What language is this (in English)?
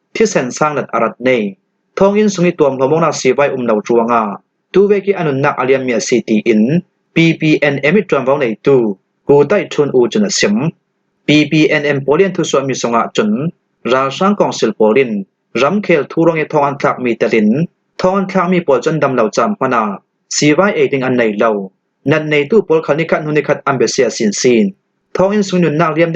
Falam Chin